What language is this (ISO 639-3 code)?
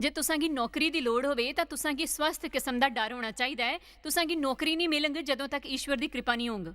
doi